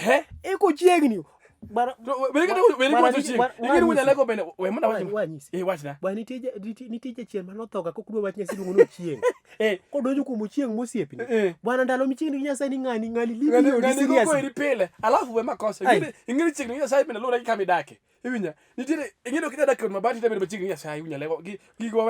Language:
Luo (Kenya and Tanzania)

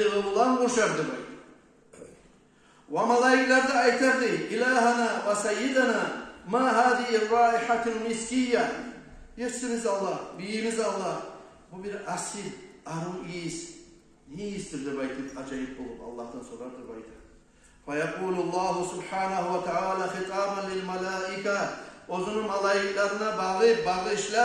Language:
Kumyk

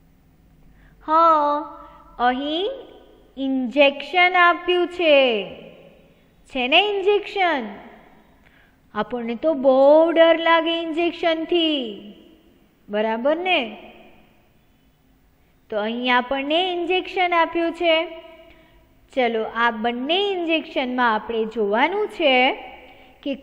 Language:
Gujarati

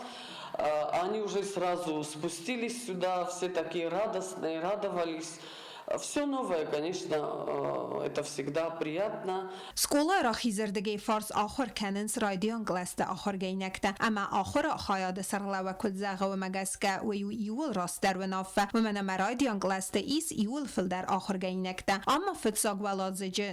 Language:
Ossetic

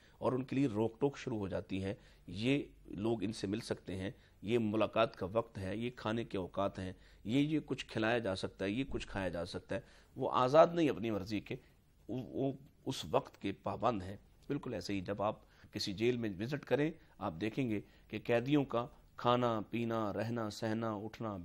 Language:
Urdu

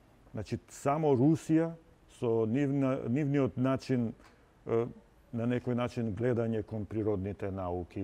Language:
Macedonian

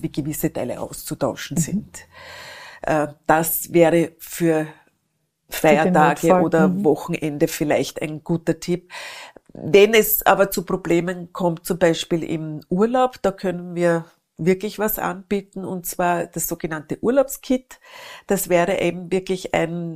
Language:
German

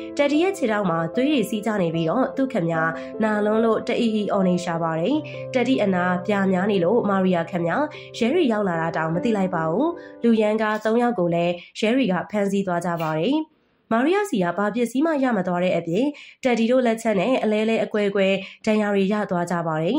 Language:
Burmese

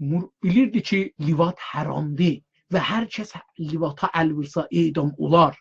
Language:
South Azerbaijani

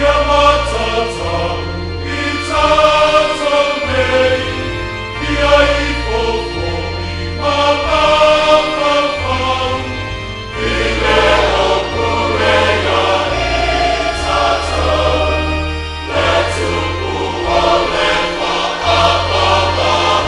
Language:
Samoan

